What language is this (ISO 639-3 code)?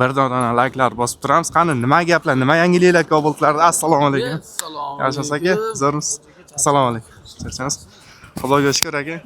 uzb